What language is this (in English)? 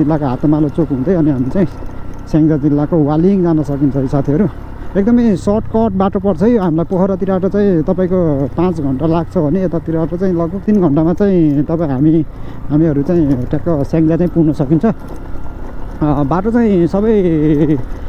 Nepali